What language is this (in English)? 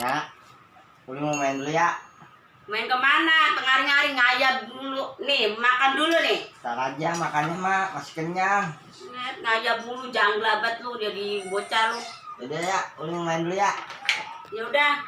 Betawi